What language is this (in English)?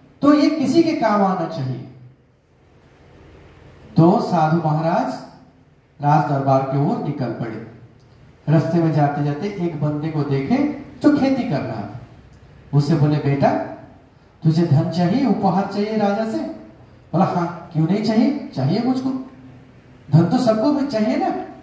Hindi